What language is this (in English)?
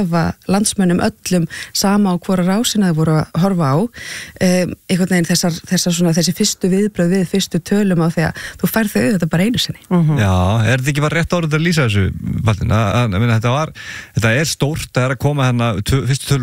Icelandic